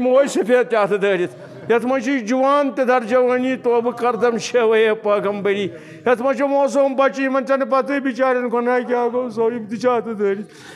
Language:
Kashmiri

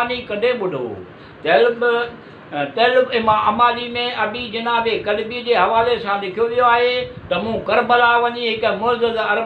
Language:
Sindhi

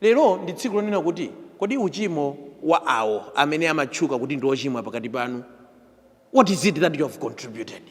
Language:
Nyanja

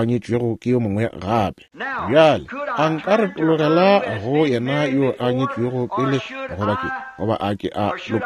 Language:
Northern Sotho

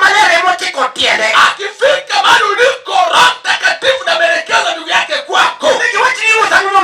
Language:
Luo (Kenya and Tanzania)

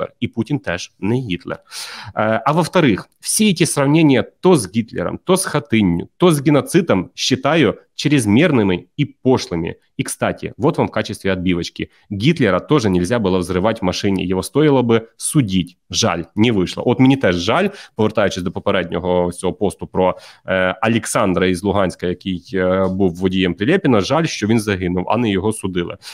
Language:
Ukrainian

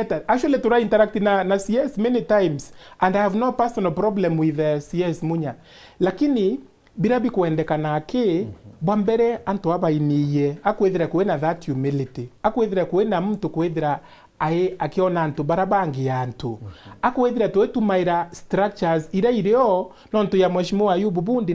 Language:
Meru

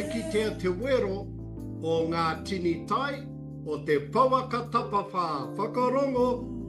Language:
Māori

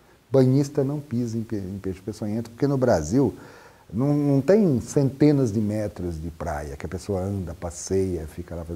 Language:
Portuguese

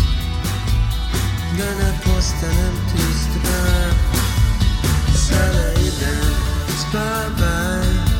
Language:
Serbian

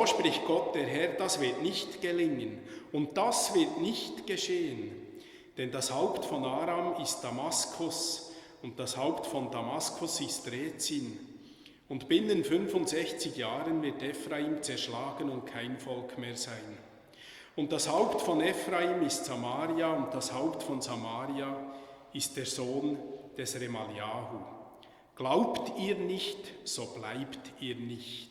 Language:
Swiss German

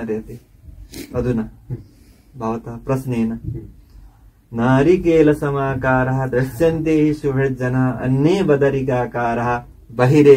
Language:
Sanskrit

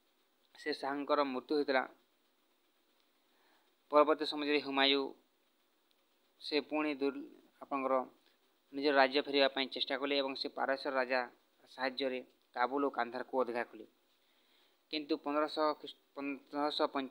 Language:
Odia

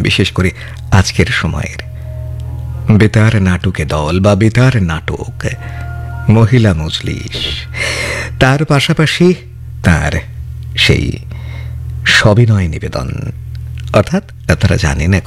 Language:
Bangla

